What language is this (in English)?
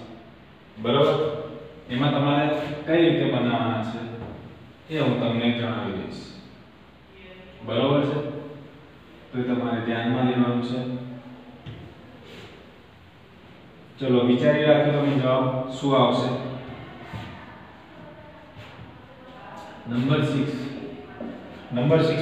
Gujarati